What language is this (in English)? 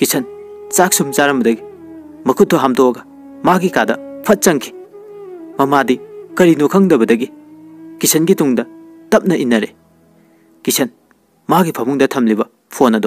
Manipuri